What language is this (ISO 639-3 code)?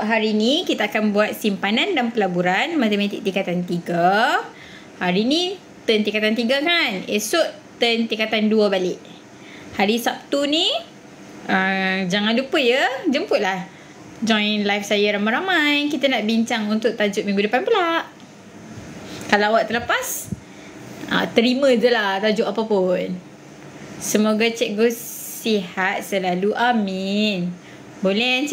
msa